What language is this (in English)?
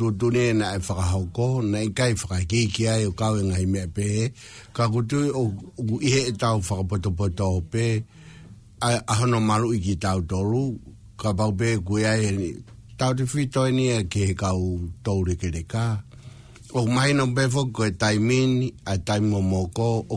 Tongan